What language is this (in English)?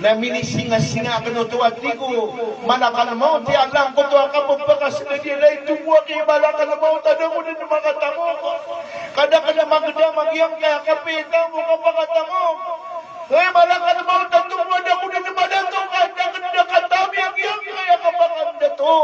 Maranao